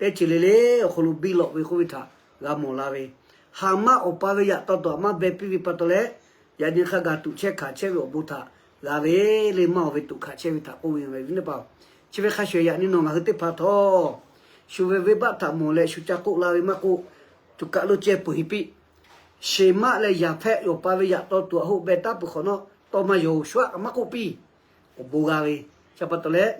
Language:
Lahu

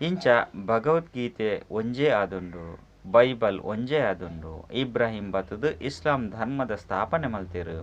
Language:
Tulu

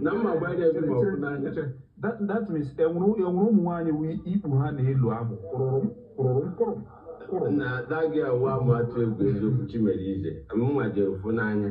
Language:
Igbo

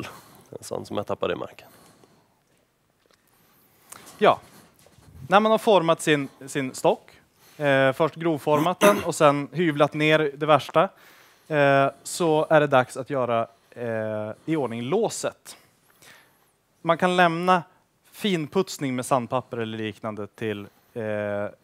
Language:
Swedish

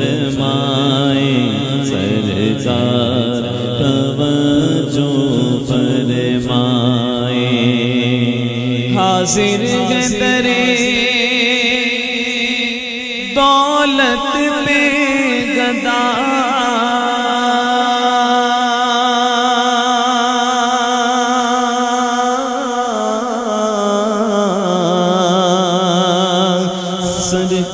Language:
Urdu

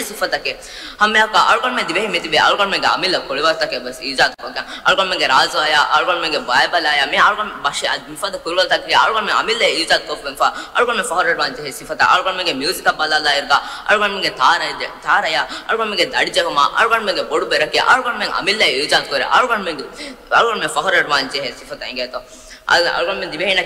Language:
Divehi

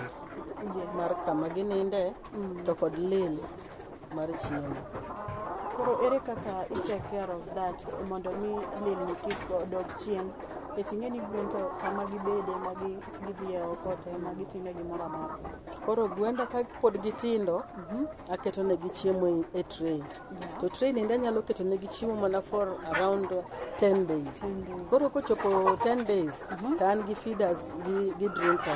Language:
Luo (Kenya and Tanzania)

